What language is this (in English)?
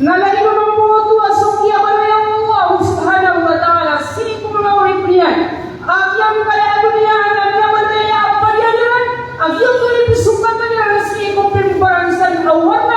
Maranao